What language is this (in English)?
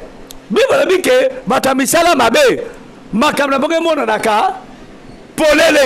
Lingala